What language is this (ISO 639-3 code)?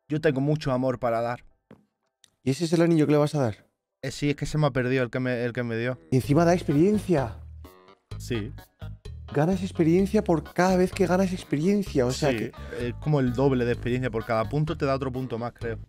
spa